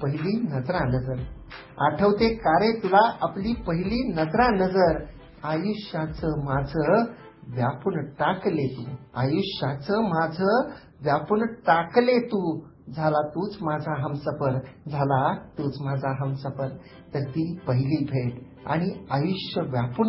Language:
Marathi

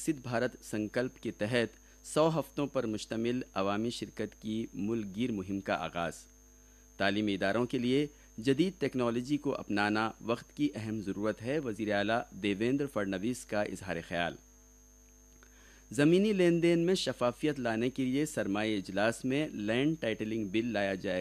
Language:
Urdu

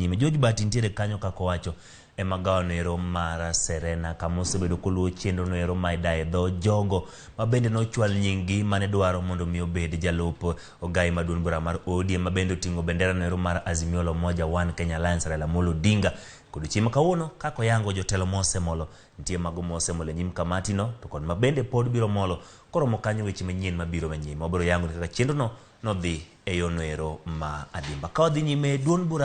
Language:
Luo (Kenya and Tanzania)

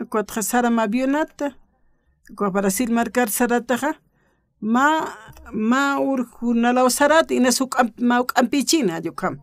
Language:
Aymara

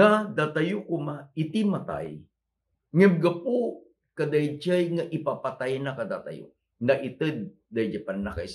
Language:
Iloko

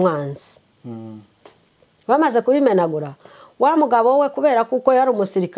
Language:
Kinyarwanda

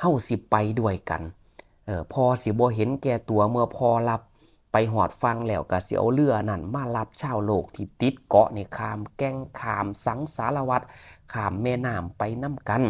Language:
Northeastern Thai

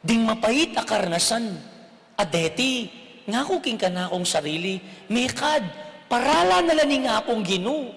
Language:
Pampanga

